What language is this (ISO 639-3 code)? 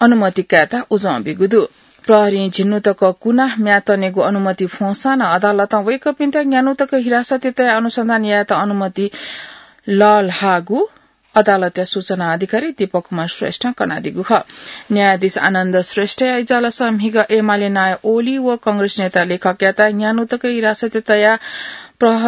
new